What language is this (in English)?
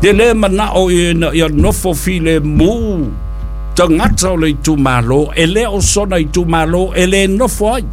Samoan